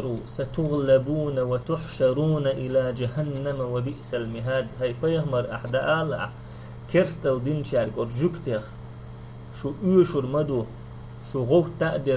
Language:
Chechen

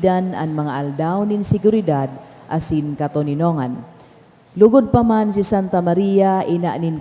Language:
Bikol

